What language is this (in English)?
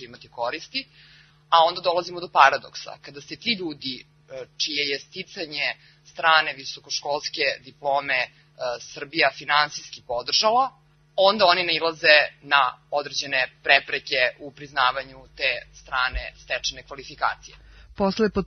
Serbian